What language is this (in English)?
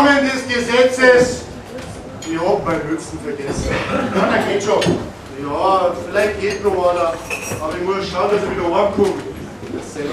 Bavarian